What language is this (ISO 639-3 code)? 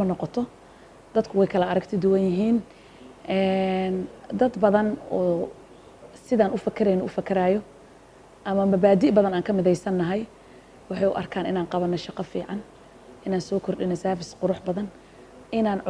som